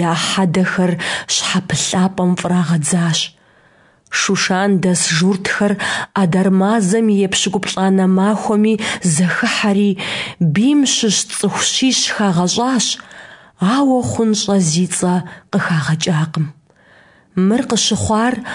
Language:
Kabardian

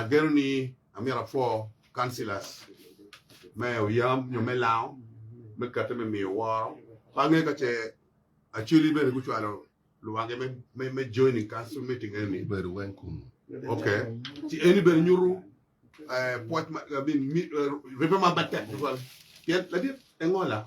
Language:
Acoli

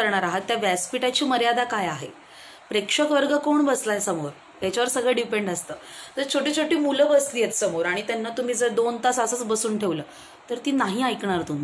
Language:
Marathi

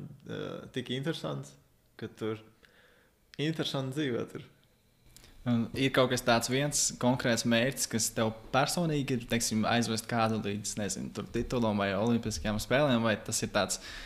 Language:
Latvian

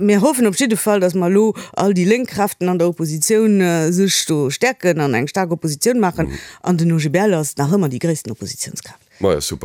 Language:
Luxembourgish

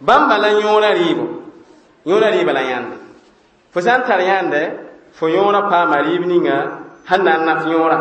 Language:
Mossi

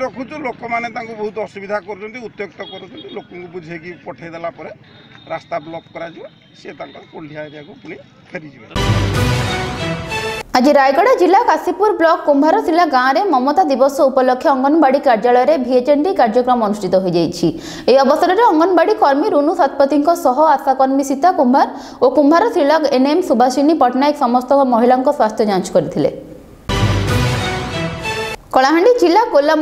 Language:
Odia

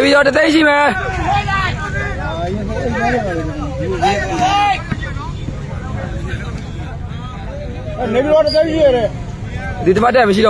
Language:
Burmese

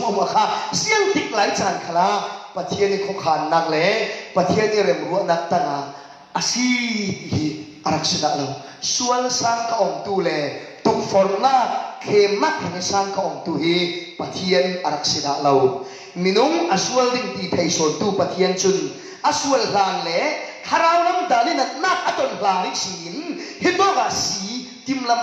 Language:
Falam Chin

